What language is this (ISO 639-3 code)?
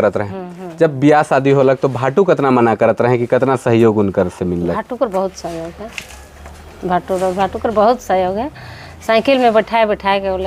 sck